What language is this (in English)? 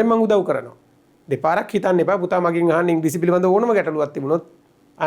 Sinhala